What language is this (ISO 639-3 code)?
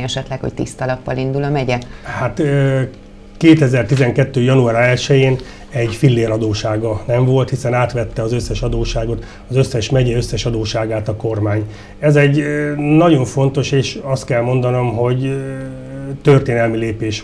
hun